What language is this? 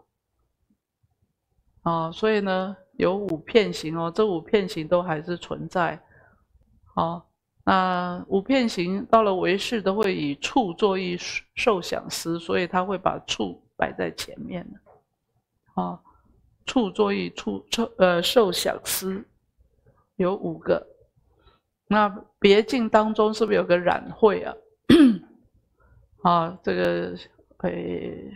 Chinese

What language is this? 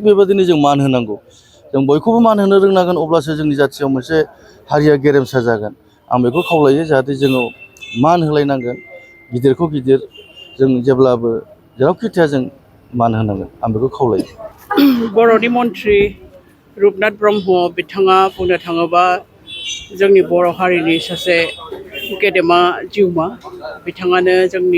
Bodo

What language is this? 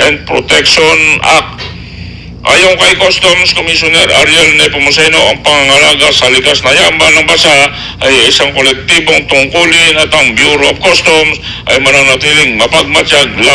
Bikol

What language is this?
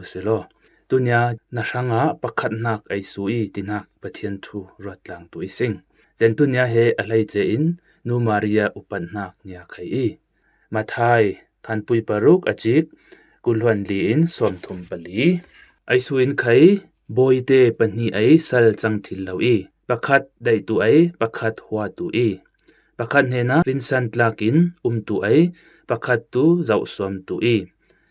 Falam Chin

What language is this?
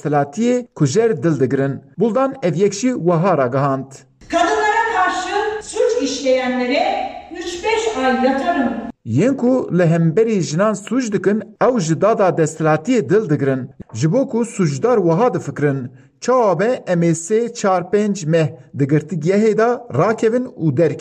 Kurdish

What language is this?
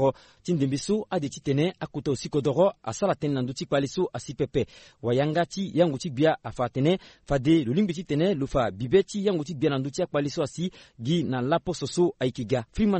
Sango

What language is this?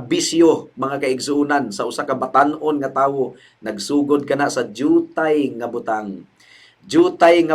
Cebuano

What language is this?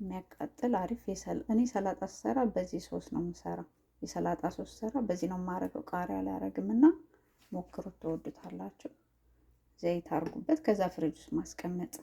Amharic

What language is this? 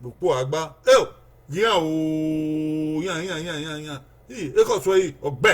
Bini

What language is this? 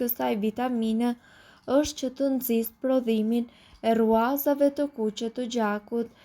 Albanian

